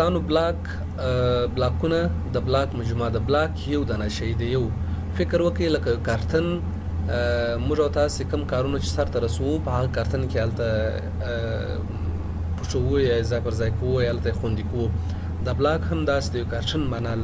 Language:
Pashto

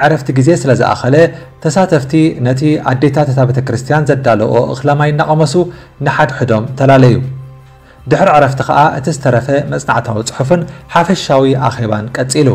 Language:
Tigrinya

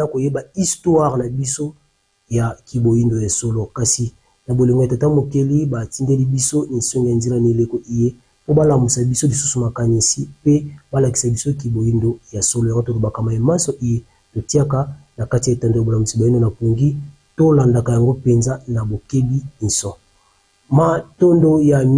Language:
Lingala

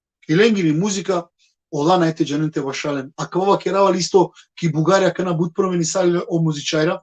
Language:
Balkan Romani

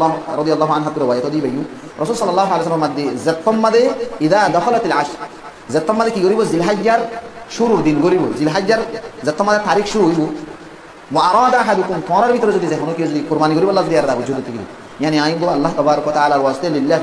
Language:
Rohingya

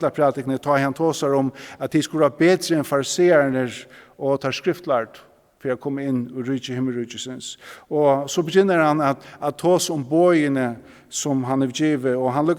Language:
Faroese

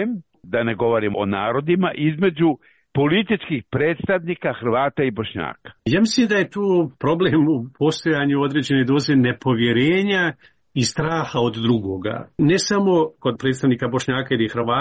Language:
Croatian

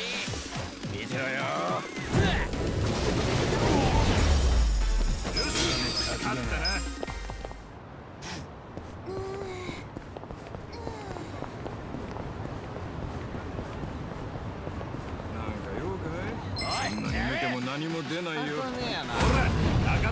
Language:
Japanese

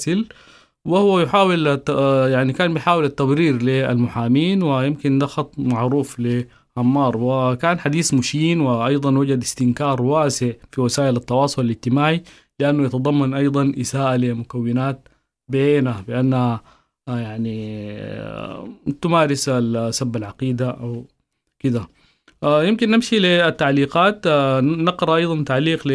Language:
Sudanese Arabic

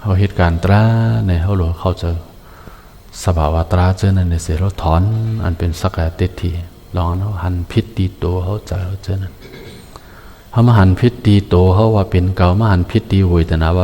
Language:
Shan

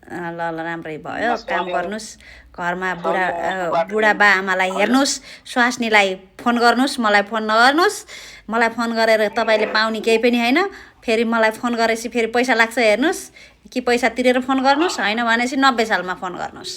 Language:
Nepali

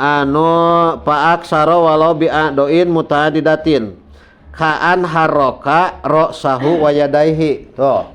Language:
Sundanese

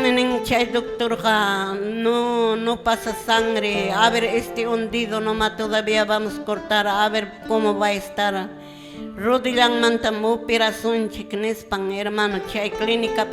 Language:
Quechua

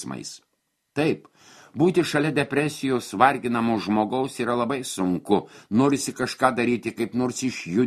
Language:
Lithuanian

